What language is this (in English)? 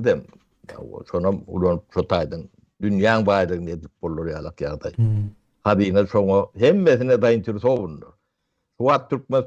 Turkmen